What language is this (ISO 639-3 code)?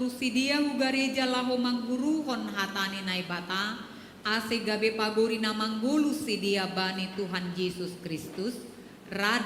bts